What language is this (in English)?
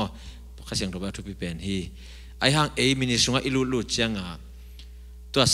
Tedim Chin